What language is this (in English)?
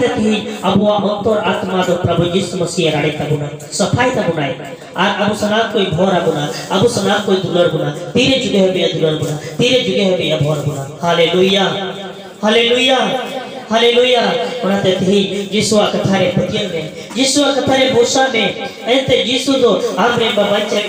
Santali